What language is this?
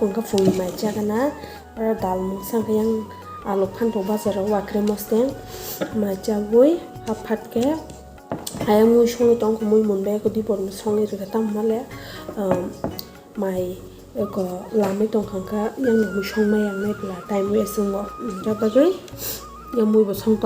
Kok Borok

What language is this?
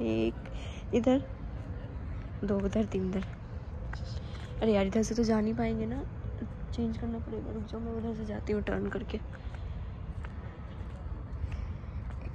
Hindi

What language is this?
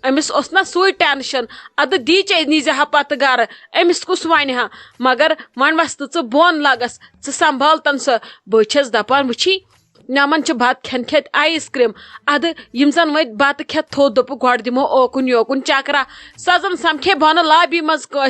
Kashmiri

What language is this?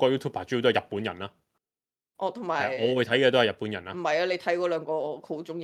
Cantonese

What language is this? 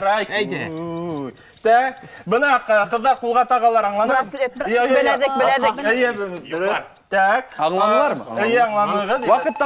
Bashkir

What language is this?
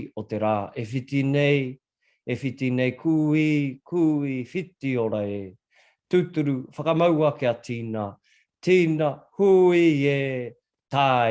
Māori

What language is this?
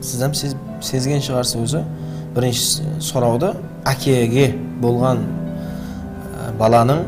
Kara-Kalpak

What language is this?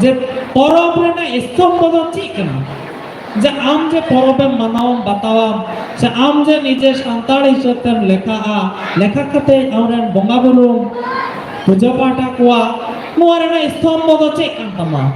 Santali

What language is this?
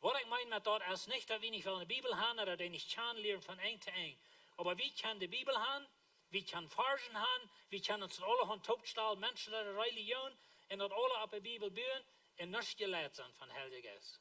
Plautdietsch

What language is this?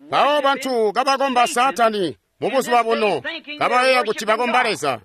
Tonga (Zambia)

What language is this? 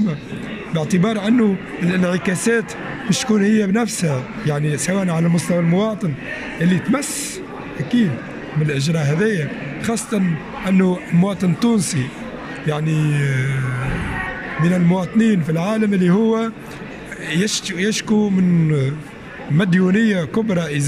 Tunisian Arabic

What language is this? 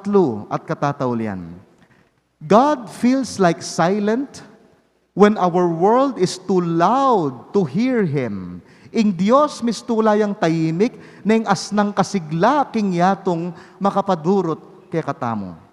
Pampanga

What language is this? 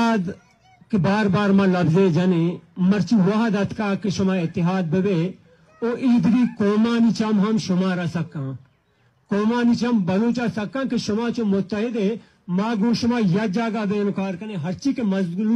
Baluchi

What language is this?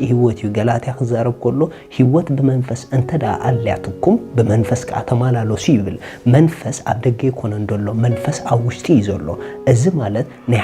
Tigrinya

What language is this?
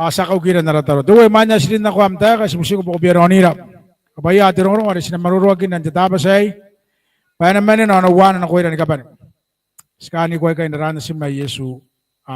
Gilbertese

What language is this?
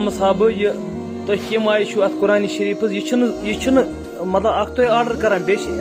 Kashmiri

